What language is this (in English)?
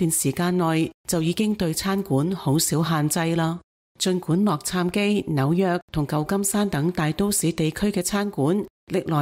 Cantonese